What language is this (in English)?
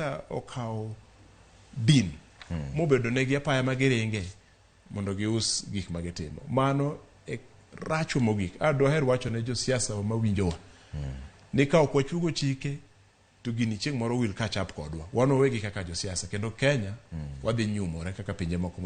Luo (Kenya and Tanzania)